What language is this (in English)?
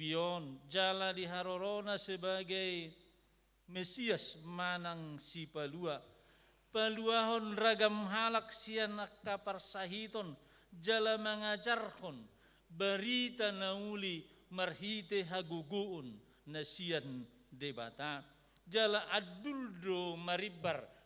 Batak Toba